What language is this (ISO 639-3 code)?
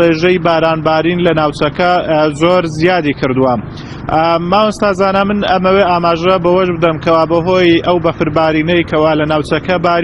ckb